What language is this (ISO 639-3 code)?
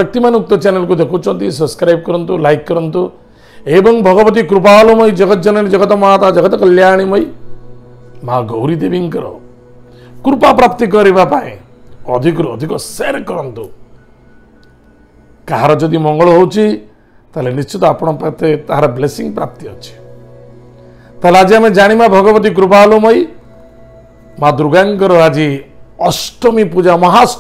ori